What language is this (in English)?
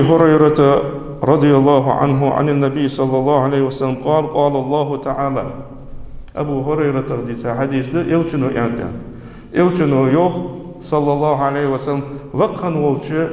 Ingush